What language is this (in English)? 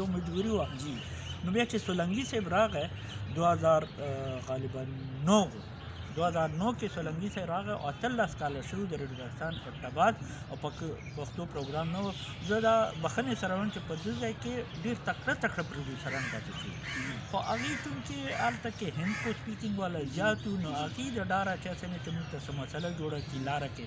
Pashto